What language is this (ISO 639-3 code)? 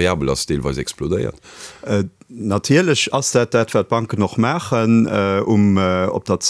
ltz